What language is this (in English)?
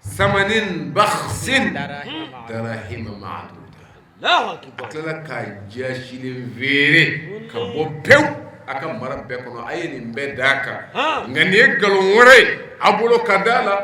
Bambara